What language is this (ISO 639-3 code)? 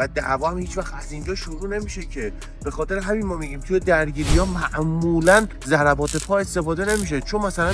fas